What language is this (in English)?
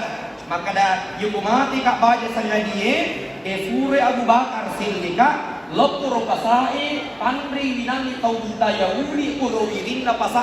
Buginese